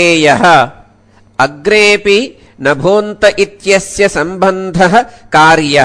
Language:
Sanskrit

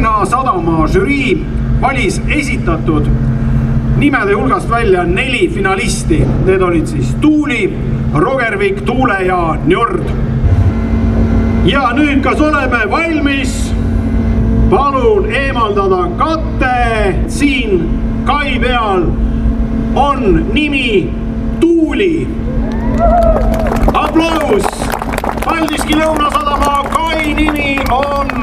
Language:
Estonian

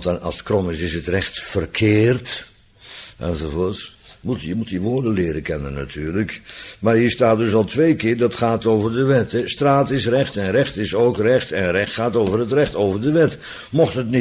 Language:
Dutch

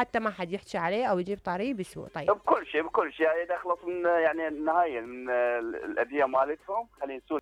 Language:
Mesopotamian Arabic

